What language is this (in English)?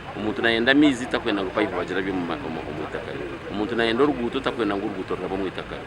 Nyankole